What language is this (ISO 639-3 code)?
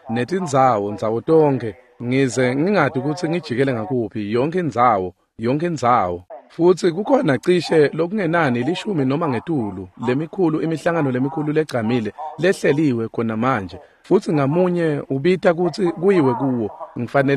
ssw